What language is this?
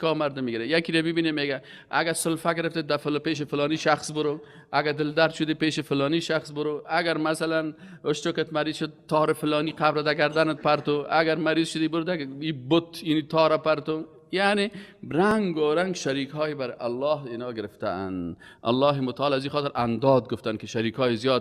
Persian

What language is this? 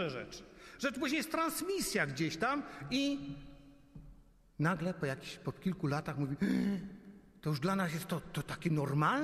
Polish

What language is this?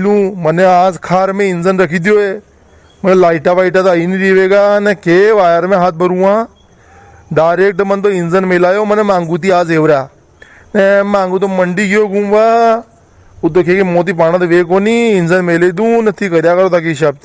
Rajasthani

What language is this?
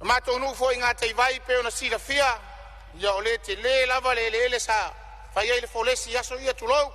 Samoan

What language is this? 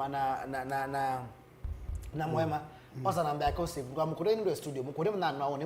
Kamba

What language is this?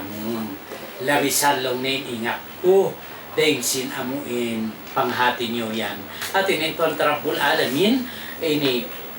Tausug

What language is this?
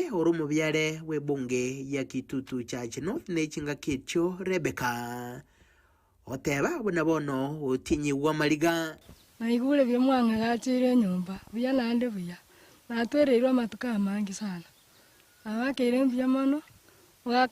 Gusii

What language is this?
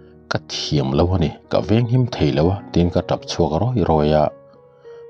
Mizo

